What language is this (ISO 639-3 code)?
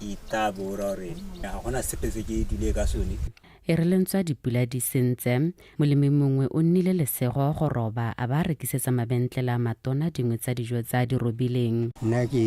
tsn